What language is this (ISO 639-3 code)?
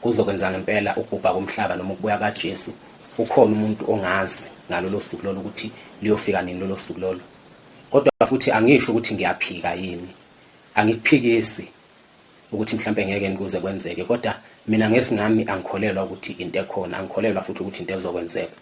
zul